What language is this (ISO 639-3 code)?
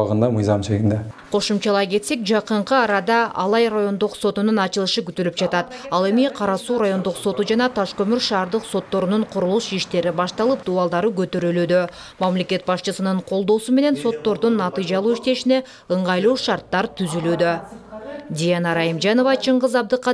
kir